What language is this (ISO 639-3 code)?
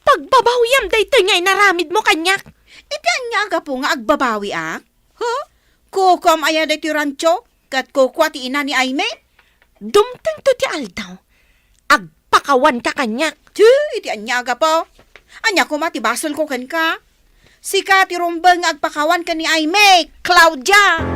ilo